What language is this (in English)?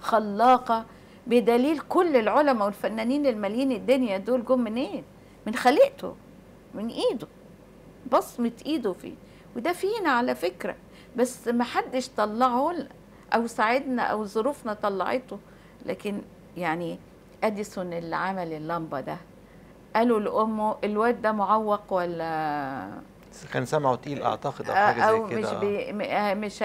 Egyptian Arabic